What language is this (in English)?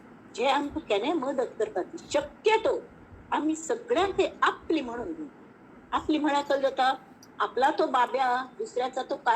Konkani